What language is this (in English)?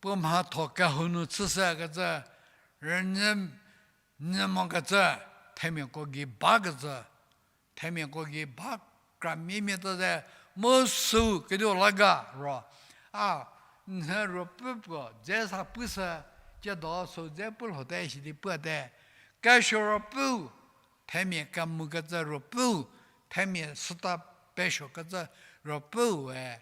Angami Naga